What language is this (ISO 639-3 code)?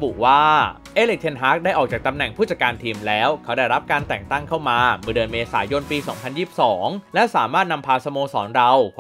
tha